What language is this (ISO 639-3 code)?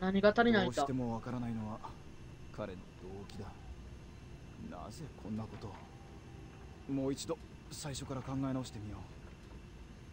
jpn